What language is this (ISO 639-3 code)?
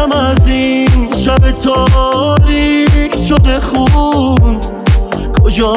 fas